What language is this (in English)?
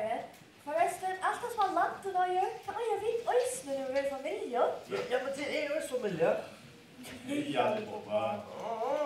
Faroese